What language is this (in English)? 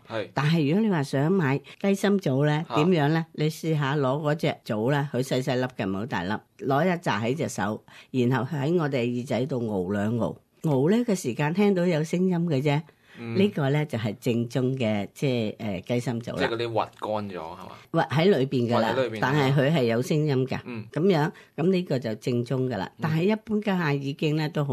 Cantonese